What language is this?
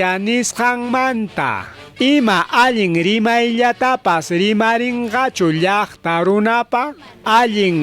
Ayacucho Quechua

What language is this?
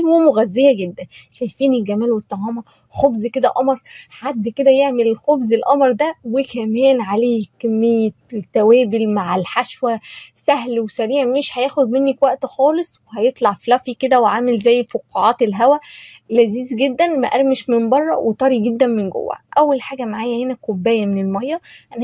Egyptian Arabic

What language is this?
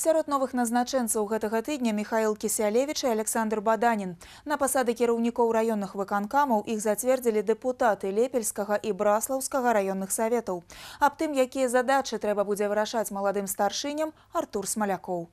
Belarusian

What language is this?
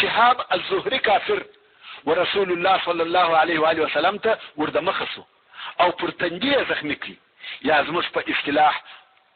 Pashto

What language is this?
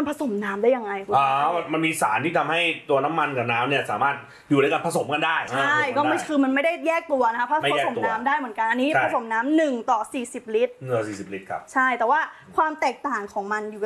Thai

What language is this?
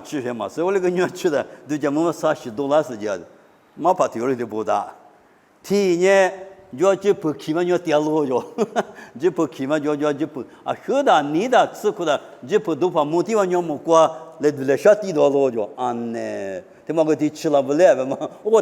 Lisu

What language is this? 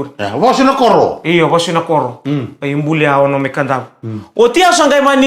Fijian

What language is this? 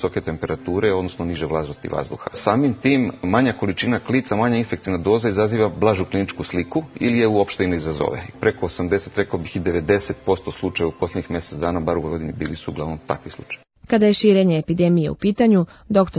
Serbian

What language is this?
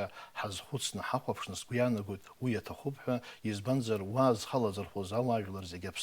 Abkhazian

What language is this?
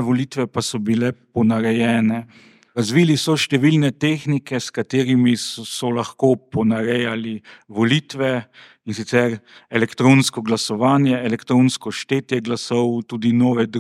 Slovenian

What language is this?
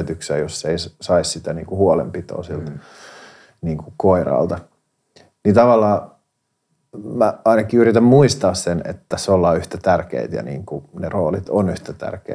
Finnish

